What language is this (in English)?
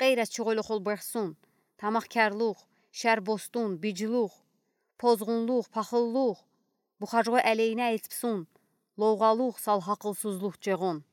Udi